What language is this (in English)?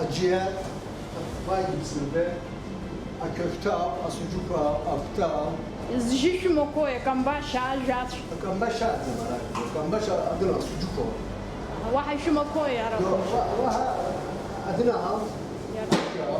Abkhazian